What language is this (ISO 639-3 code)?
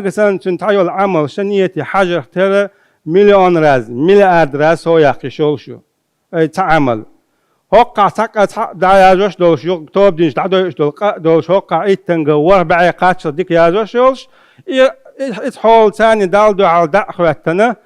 che